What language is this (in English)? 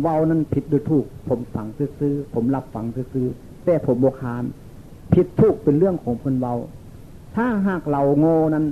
Northeastern Thai